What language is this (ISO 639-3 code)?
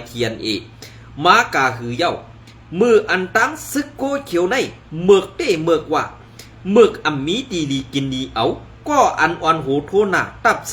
shn